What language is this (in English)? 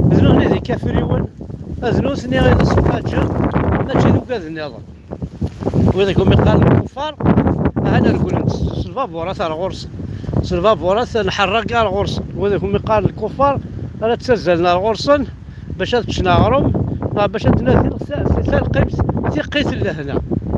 Kabyle